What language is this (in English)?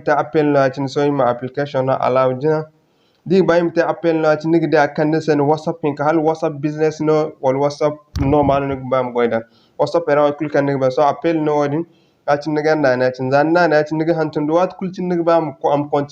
Zarma